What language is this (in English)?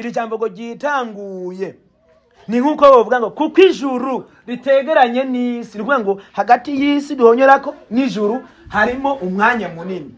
Rundi